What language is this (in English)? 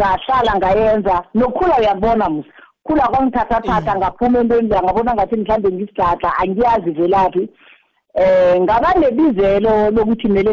South Ndebele